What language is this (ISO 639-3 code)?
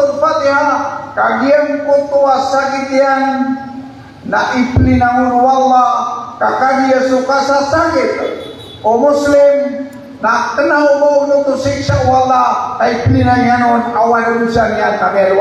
mrw